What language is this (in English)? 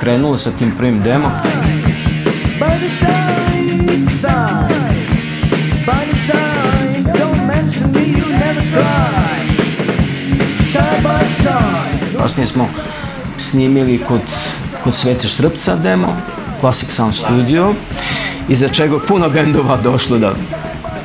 Serbian